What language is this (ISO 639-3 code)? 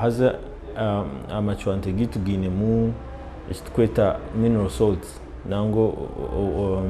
nyn